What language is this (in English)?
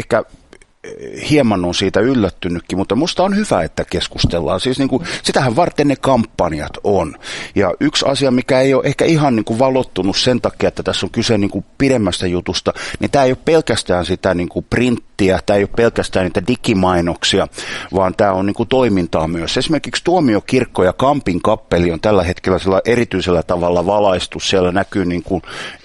Finnish